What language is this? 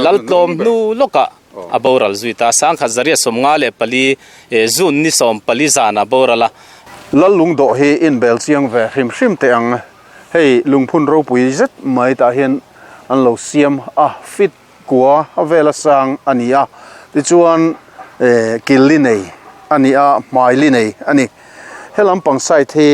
Mizo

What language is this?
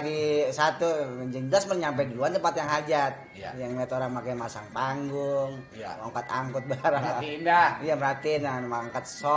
Betawi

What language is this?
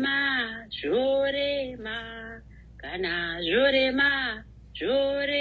Shona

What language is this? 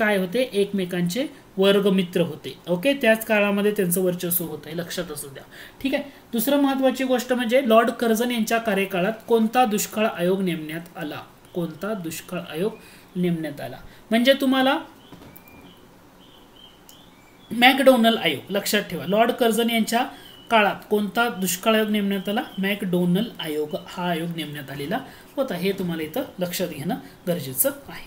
Marathi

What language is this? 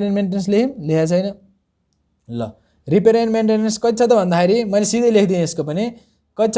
Nepali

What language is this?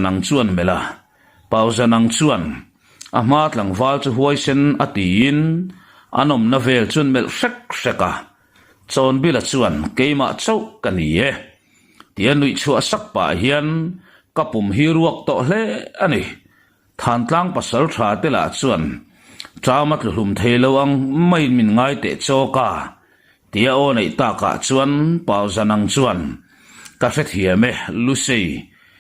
Mizo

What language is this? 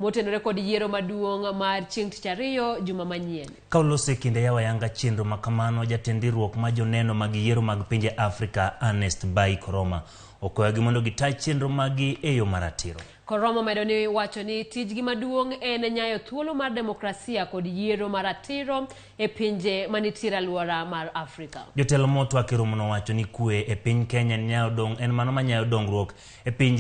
Luo (Kenya and Tanzania)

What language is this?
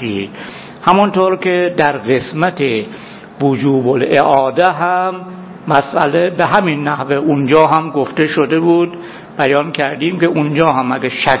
Persian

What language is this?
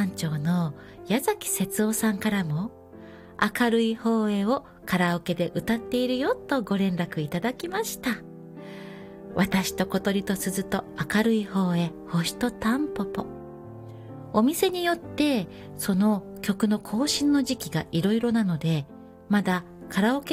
Japanese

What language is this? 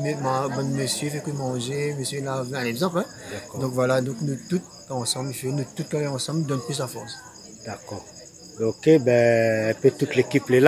Réunion Creole French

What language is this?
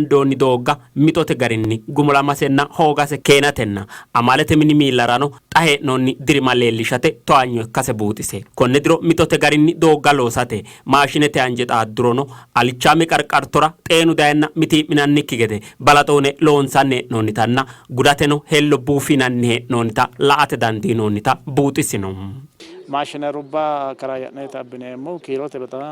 Sidamo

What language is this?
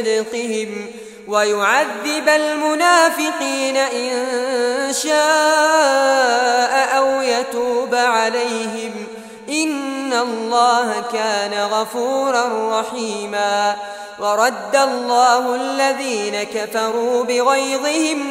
Arabic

